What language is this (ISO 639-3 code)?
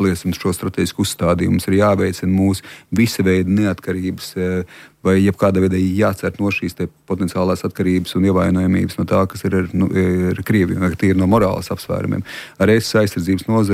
lav